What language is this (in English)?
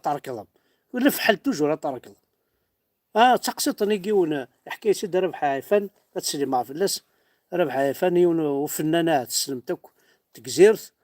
Kabyle